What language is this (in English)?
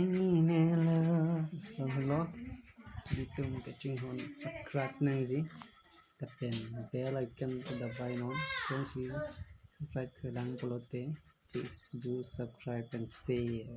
Karbi